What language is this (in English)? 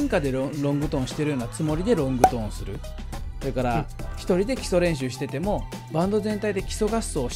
Japanese